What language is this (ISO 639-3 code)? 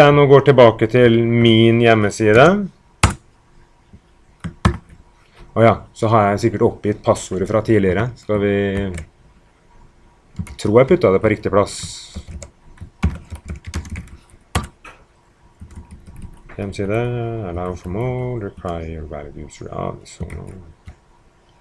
nor